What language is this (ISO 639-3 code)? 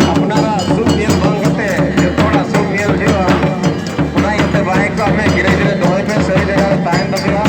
sat